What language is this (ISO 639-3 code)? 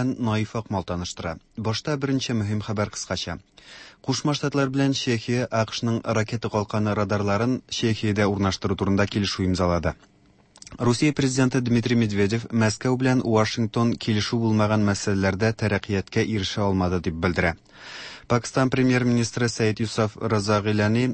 tat